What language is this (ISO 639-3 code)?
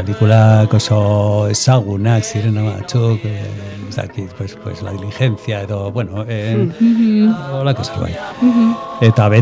eus